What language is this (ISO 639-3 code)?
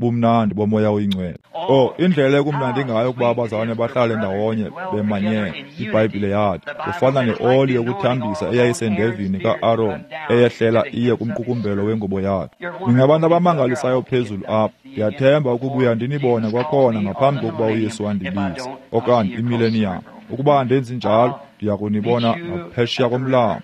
xho